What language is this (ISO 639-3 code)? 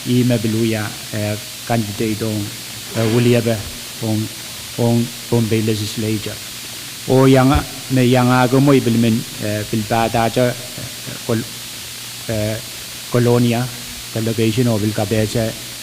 pon